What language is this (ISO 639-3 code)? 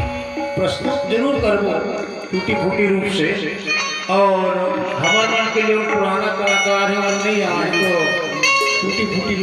hne